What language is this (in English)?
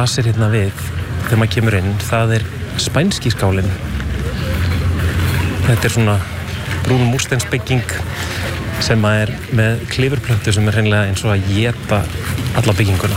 Icelandic